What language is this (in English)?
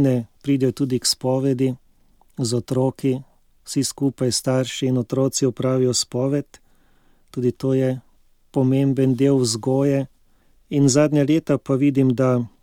Slovenian